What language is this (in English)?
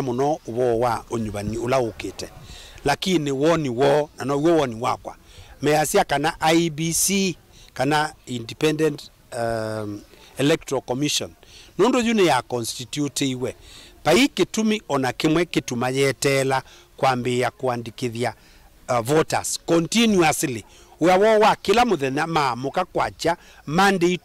Kamba